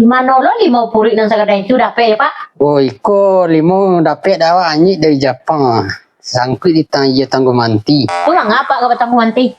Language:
Minangkabau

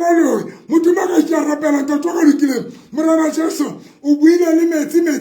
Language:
Southern Sotho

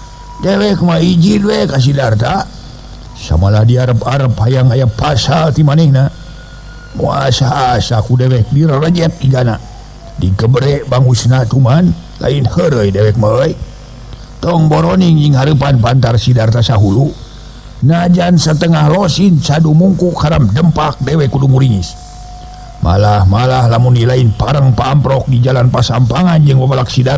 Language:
Sundanese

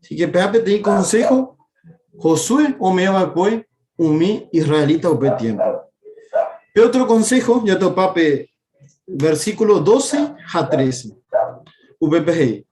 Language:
Guarani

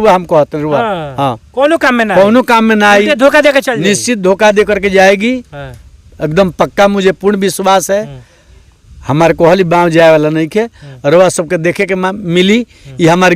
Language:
Bhojpuri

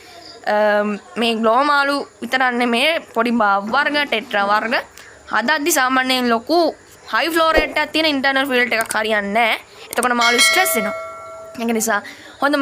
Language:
Sinhala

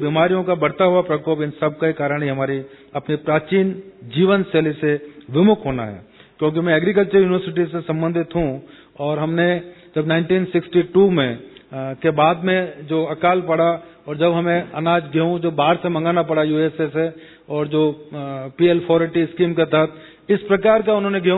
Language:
Hindi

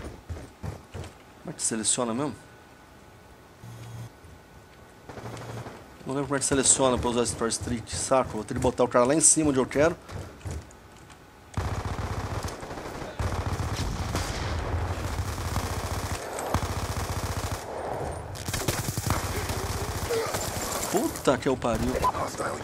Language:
Portuguese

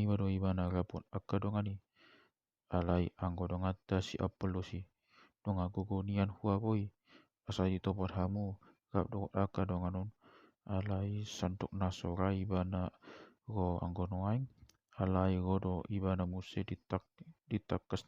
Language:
Batak Toba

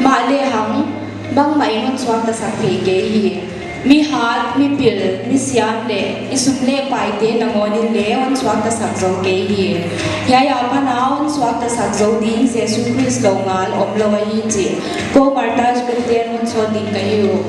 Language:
Paite Chin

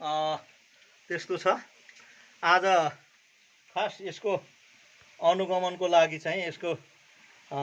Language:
Nepali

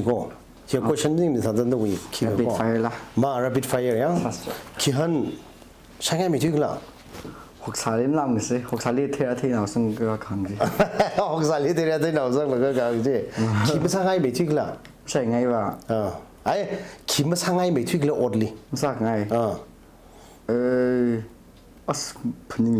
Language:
Tangkhul Naga (India)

